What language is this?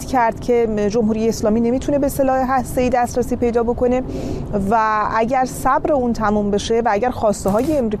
Persian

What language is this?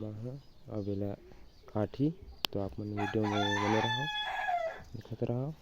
Chhattisgarhi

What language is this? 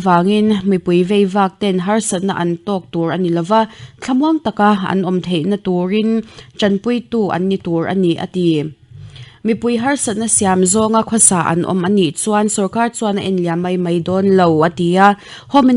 Mizo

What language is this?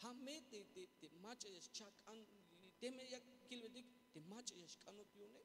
Tzeltal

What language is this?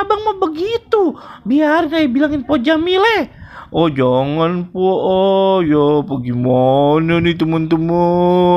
Betawi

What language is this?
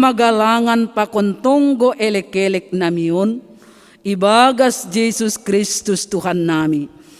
Batak Simalungun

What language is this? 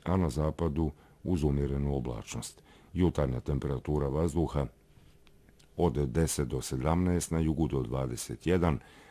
Bosnian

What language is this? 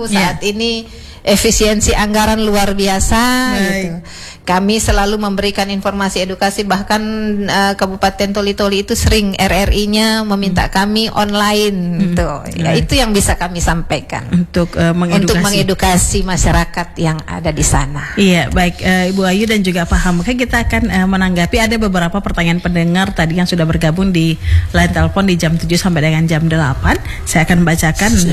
Indonesian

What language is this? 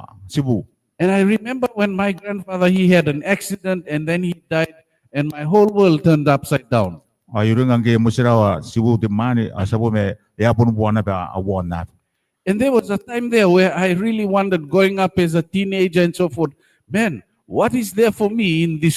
Gilbertese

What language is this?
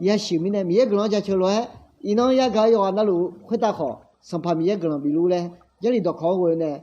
Akha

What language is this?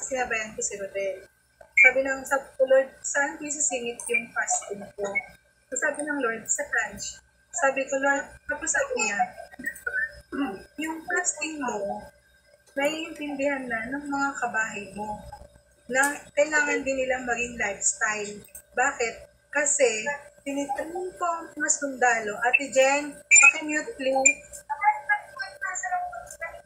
Filipino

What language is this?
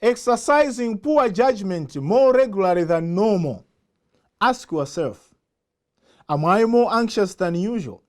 English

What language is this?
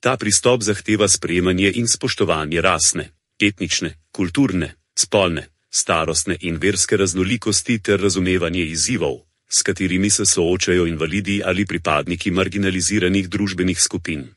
Slovenian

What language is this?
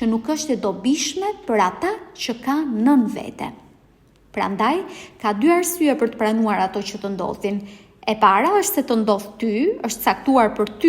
Albanian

